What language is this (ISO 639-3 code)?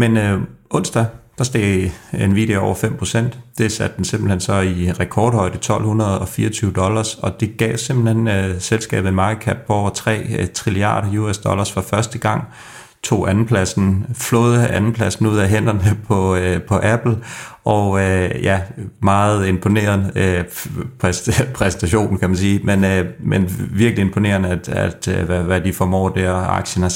dan